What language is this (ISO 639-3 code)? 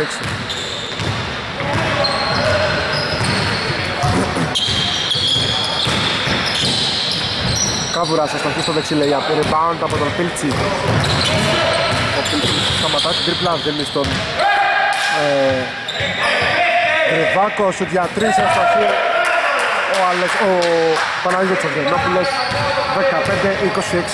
ell